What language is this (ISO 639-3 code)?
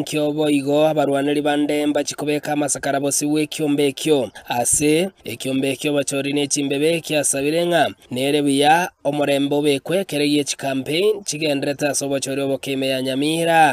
guz